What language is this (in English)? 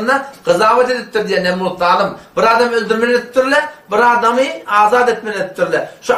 Turkmen